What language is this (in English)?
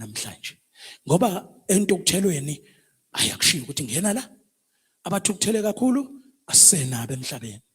Zulu